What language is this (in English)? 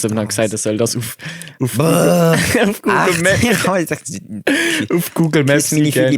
Swiss German